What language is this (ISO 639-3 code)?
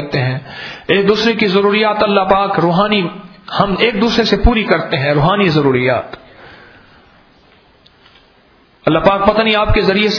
urd